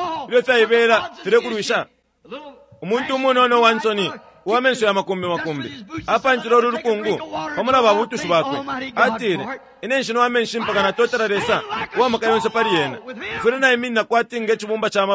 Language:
Bemba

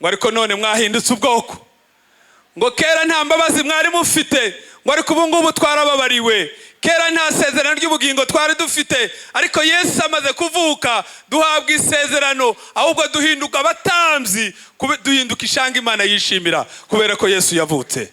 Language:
Kinyarwanda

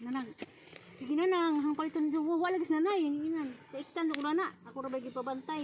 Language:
Cebuano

